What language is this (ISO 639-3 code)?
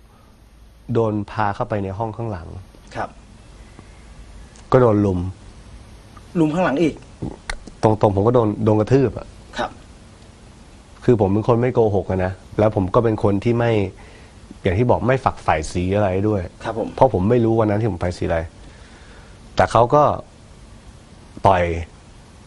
tha